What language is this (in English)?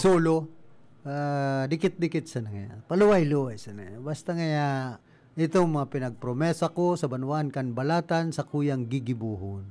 Bikol